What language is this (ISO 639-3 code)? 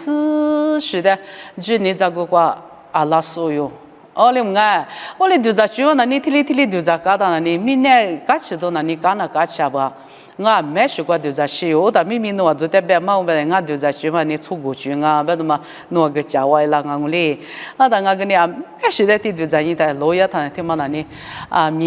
lis